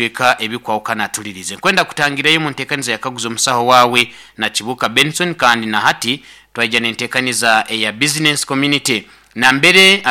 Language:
Nyoro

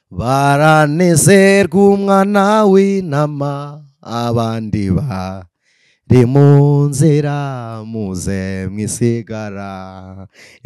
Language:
Kinyarwanda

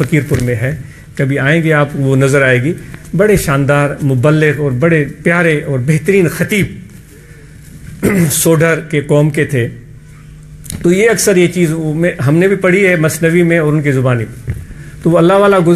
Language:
Urdu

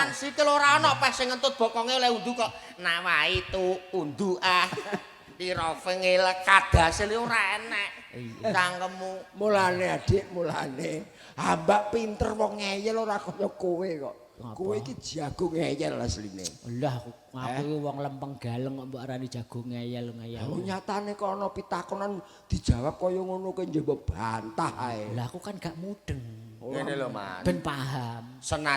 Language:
Javanese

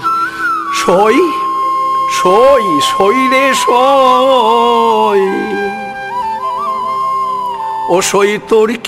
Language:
Bangla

